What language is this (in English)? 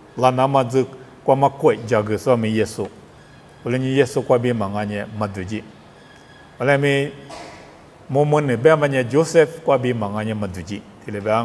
Lisu